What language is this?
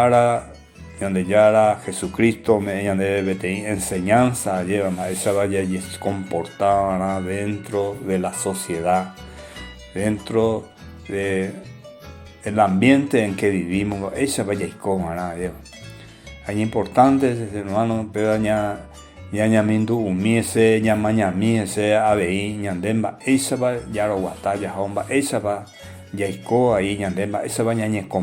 Guarani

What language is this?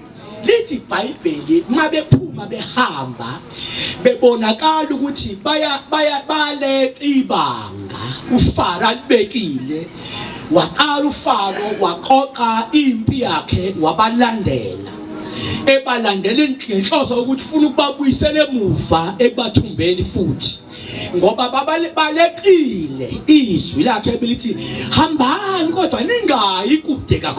Zulu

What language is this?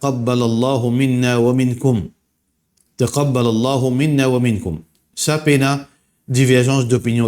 Morisyen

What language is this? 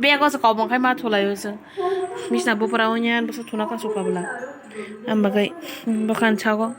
Kok Borok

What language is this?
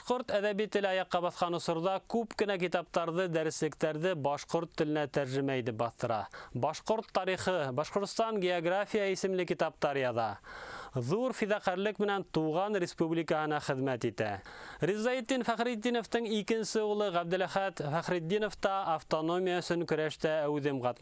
Bashkir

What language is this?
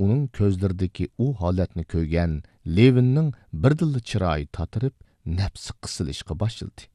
Uyghur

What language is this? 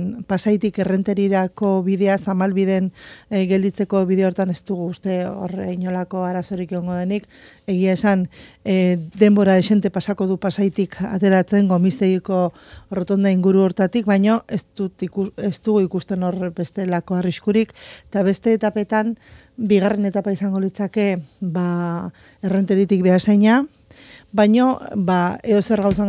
Basque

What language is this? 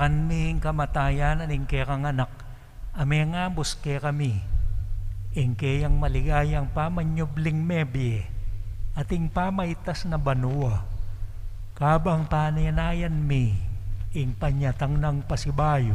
Pampanga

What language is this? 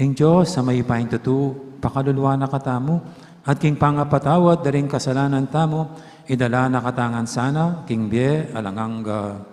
Pampanga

